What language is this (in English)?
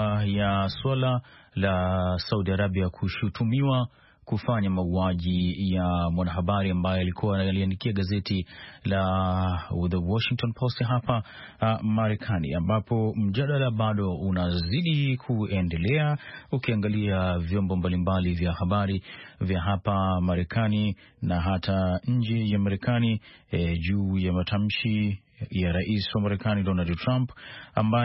Swahili